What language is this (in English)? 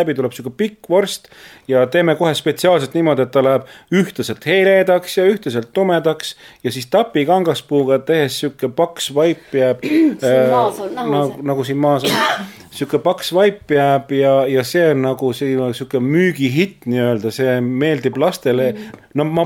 Estonian